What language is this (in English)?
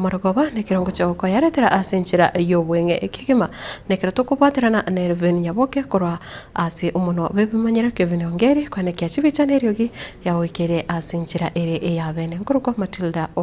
Gusii